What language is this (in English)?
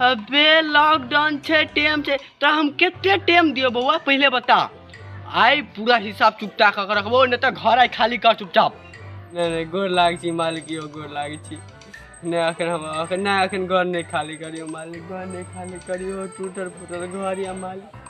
Maithili